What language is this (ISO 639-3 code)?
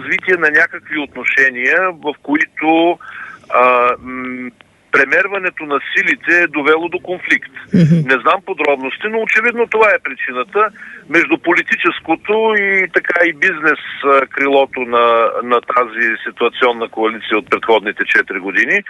bul